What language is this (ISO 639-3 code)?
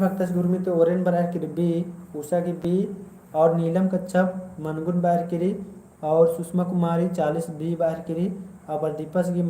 kru